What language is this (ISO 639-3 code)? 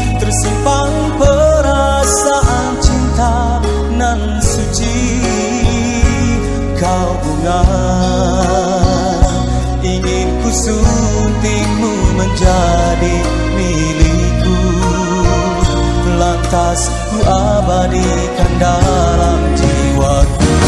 msa